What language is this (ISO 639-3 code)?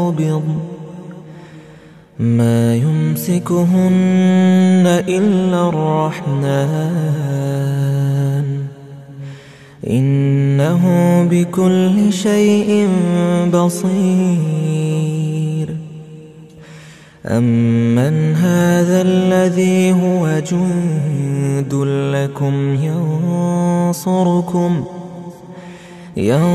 ara